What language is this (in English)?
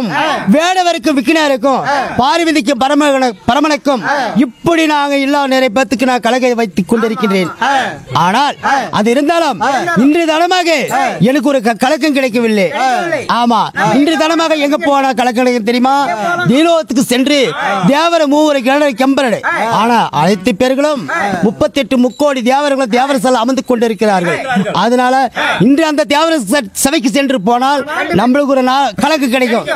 Tamil